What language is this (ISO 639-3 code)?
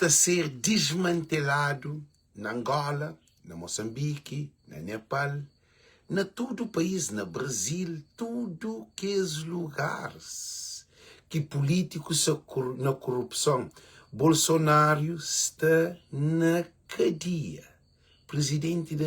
kea